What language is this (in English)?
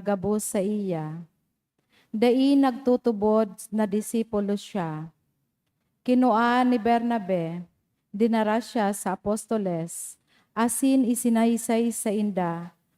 Bikol